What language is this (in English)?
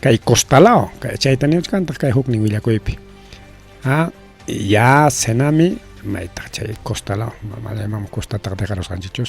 Ayacucho Quechua